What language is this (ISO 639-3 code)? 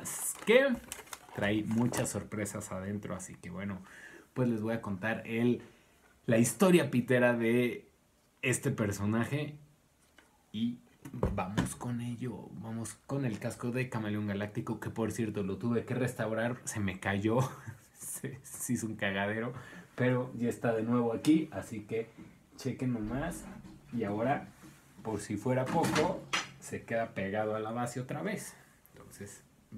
spa